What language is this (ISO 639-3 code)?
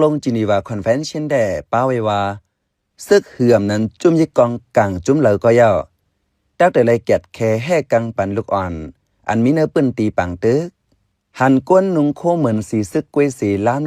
shn